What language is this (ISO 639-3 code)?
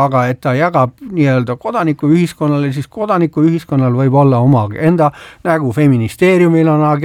est